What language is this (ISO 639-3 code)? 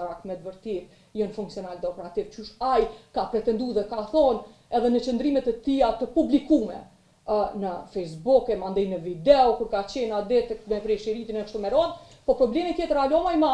sqi